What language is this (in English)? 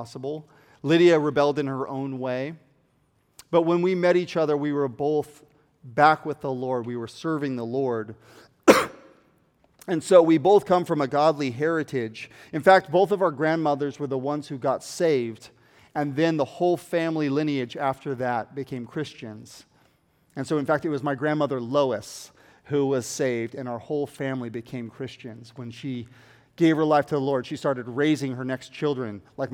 English